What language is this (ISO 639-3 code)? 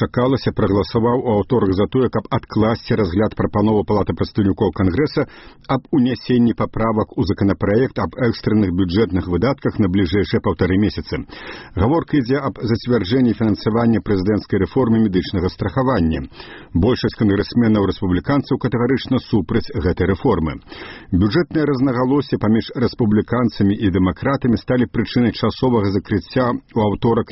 bel